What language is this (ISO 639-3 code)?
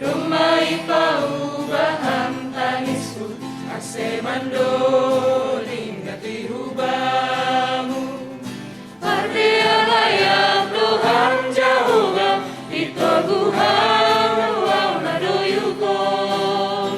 bts